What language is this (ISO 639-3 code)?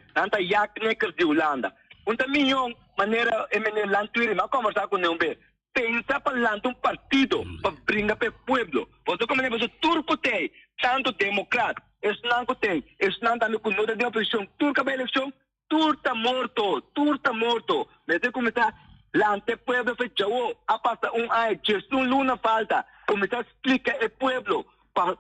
pap